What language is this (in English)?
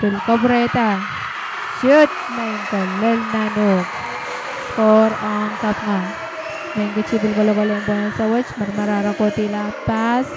Pohnpeian